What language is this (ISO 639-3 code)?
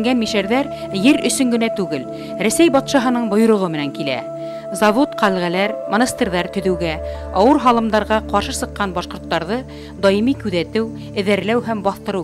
bak